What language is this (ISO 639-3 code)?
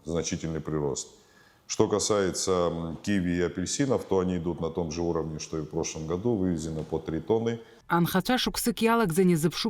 abk